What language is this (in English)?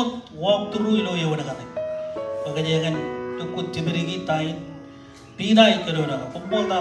Marshallese